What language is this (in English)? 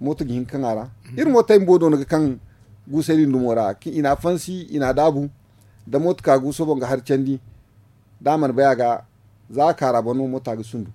Zarma